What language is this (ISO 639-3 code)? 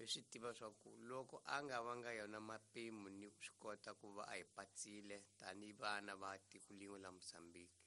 tso